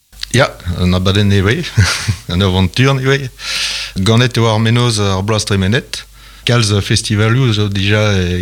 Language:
Breton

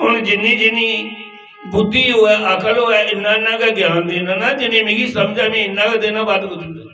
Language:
Dogri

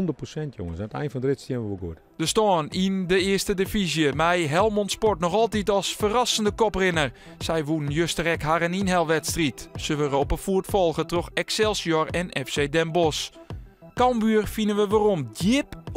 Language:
Western Frisian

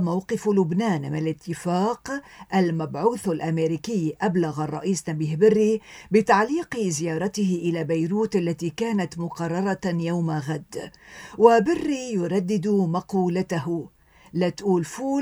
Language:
Arabic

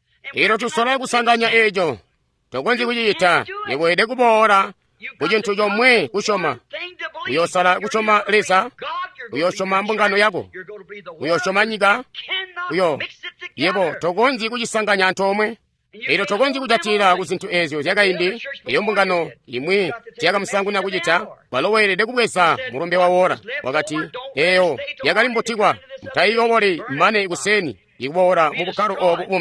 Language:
Tonga (Zambia)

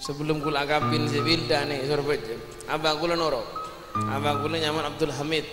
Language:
Madurese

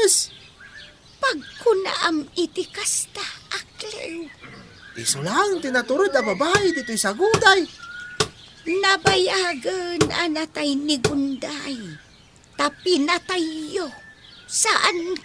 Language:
Iloko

